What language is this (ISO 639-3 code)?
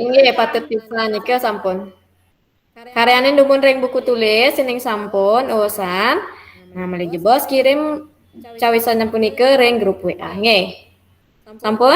ban